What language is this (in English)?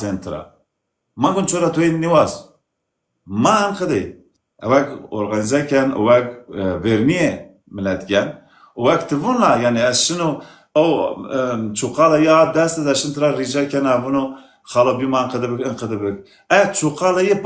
Zaza